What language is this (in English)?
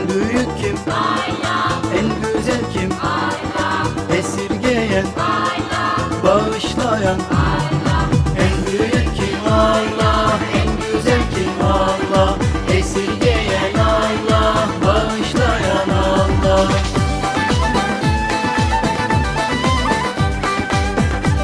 Turkish